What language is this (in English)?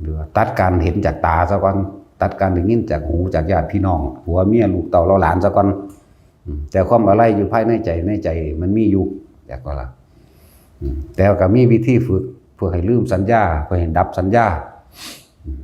Northeastern Thai